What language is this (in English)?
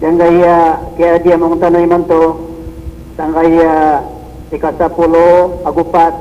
Maranao